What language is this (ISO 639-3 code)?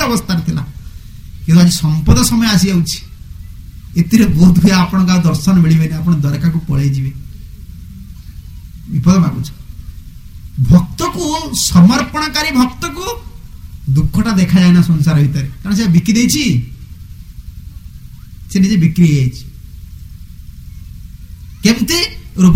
ori